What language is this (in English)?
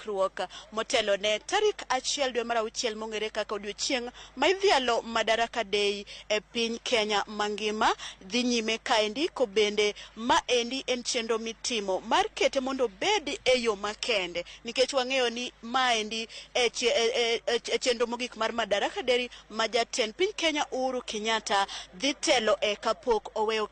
Luo (Kenya and Tanzania)